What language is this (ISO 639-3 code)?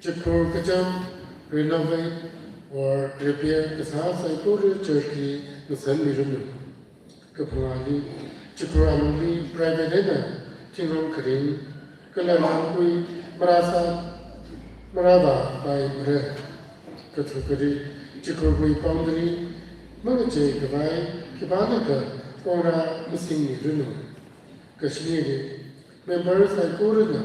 nmf